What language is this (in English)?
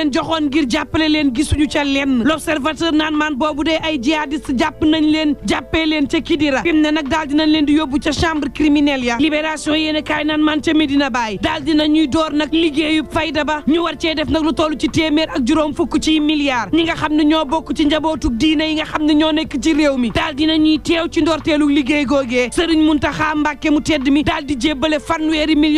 Wolof